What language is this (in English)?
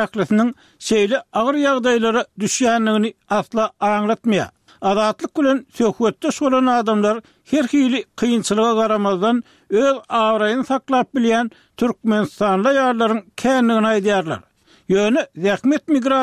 Turkmen